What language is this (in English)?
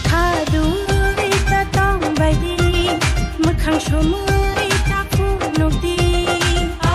Kok Borok